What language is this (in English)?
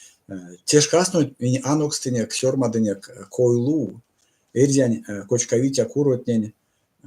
Erzya